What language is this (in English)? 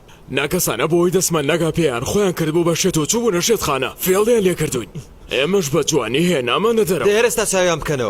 Central Kurdish